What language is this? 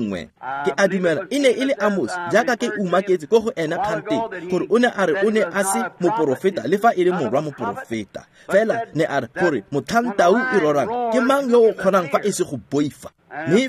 Tswana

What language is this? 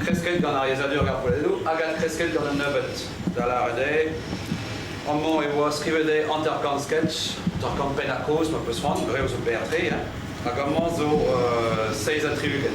Breton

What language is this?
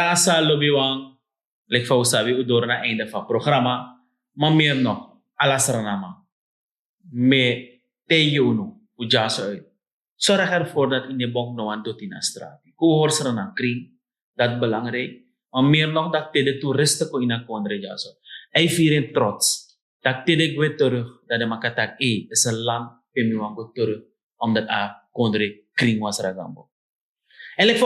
Sranan Tongo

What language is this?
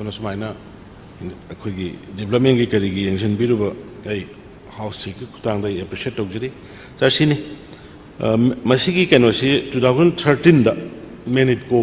Manipuri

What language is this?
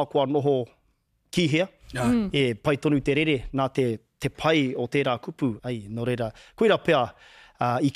Māori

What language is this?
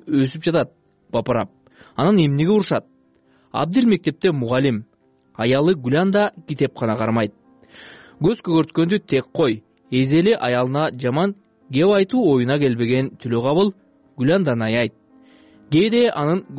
Kyrgyz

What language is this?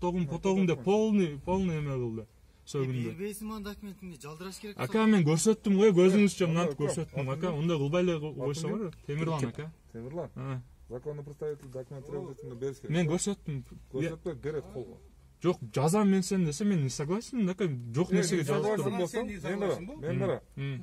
Kyrgyz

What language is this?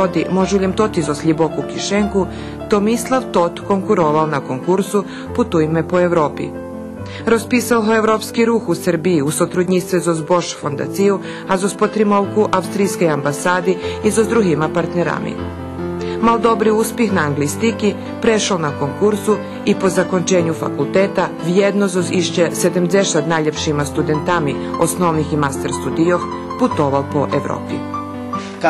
Rusyn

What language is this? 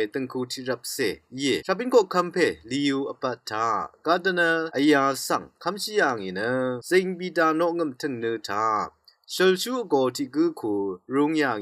Rawang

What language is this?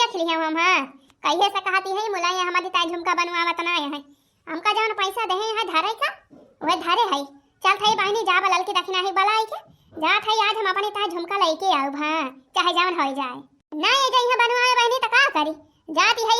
Awadhi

